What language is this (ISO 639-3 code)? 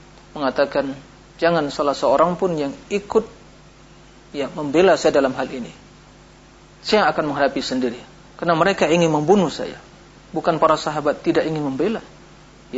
ind